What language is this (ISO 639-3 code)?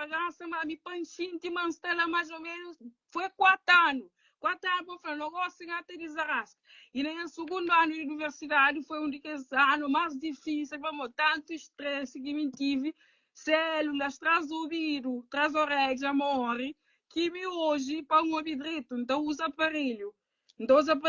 kea